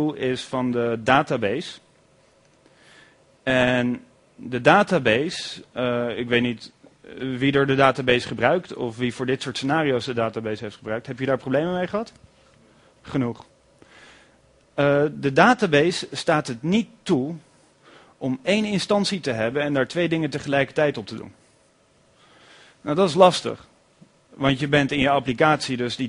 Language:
Dutch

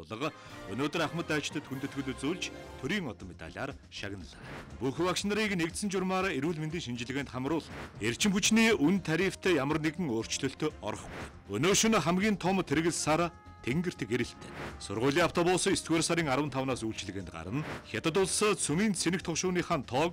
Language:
Mongolian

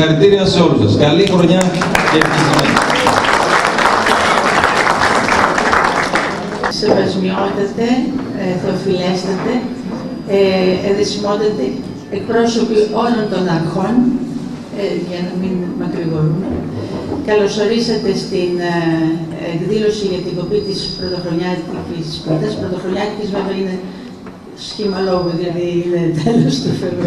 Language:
Greek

